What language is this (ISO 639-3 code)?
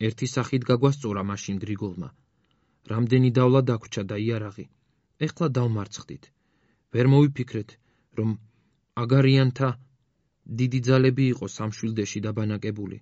kat